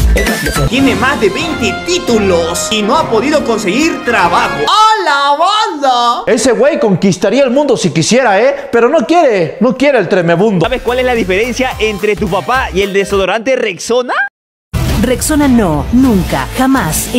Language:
Spanish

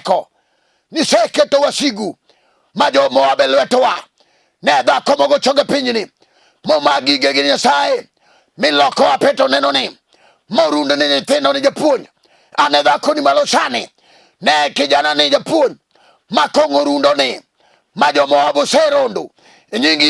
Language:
Luo (Kenya and Tanzania)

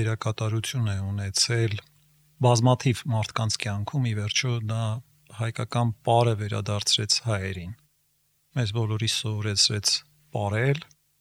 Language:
Armenian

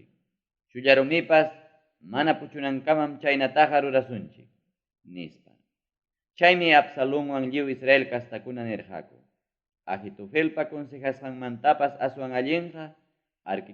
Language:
Ayacucho Quechua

